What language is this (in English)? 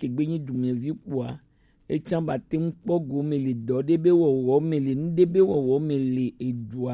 Gen